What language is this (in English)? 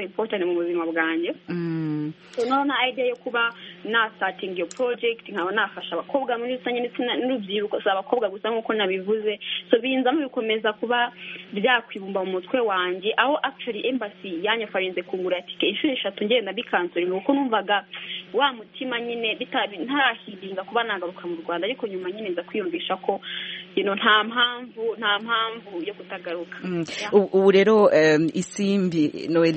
Kinyarwanda